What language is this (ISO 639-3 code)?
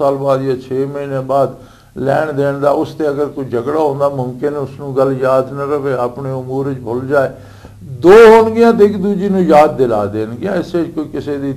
lah